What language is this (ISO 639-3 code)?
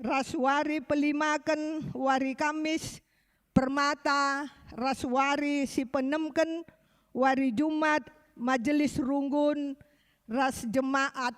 btx